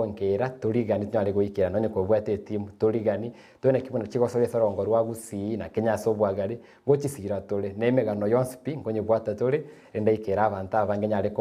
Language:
Gusii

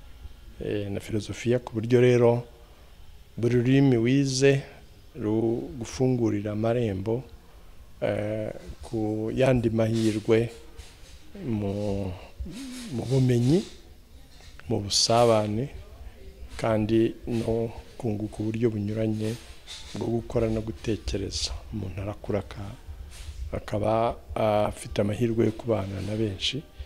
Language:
Kinyarwanda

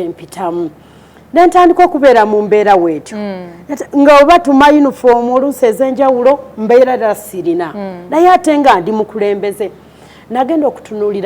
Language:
Ganda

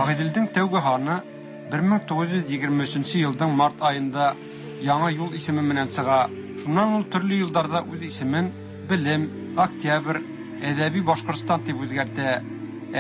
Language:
Tatar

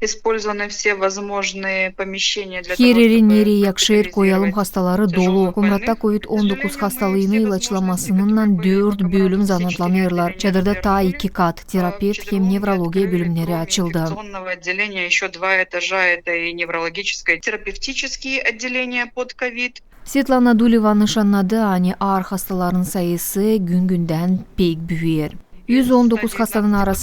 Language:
Gagauz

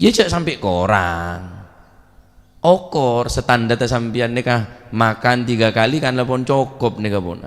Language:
Madurese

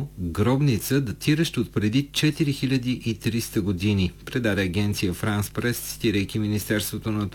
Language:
Bulgarian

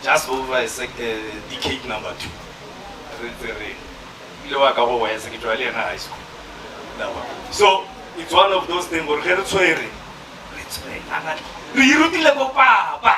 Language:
Northern Sotho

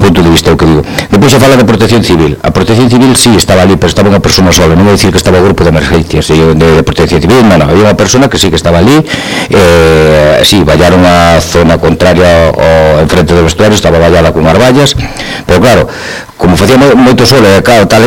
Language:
Galician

